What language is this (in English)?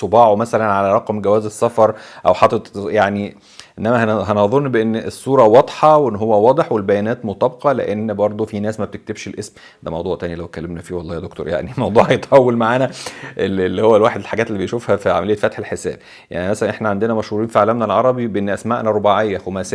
Egyptian Arabic